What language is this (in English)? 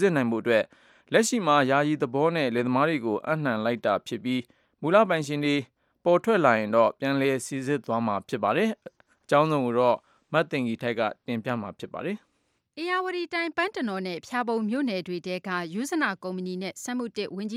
Burmese